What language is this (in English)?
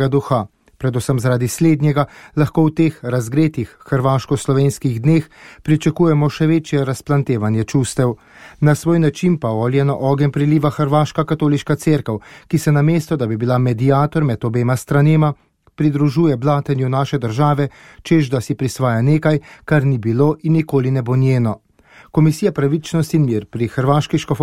Slovenian